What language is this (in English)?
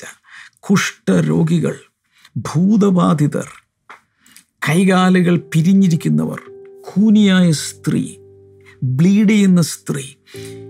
Malayalam